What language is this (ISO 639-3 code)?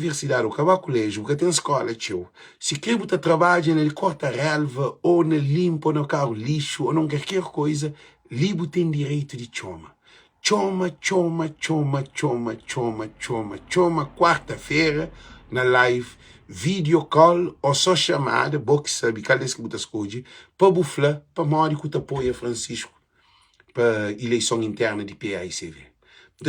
kea